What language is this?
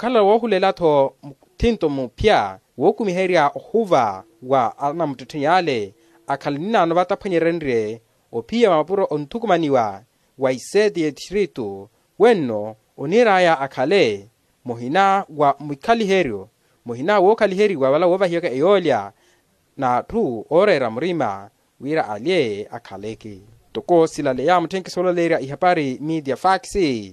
Makhuwa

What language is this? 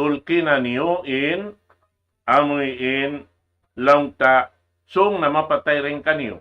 Tausug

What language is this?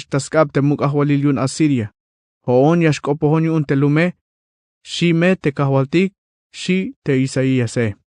Tzeltal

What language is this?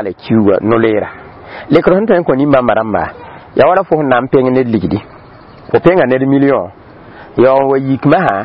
Mossi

